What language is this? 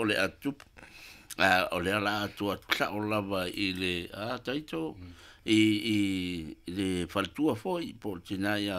Samoan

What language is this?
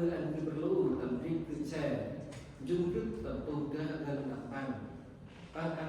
Central Mnong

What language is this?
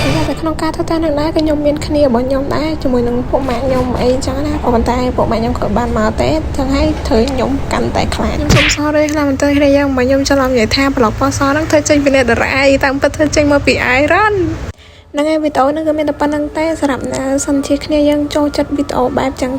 Khmer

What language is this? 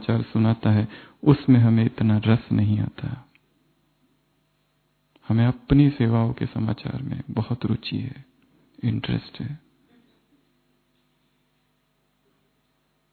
Hindi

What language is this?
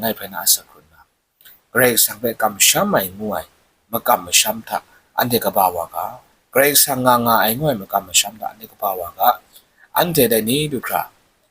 Kachin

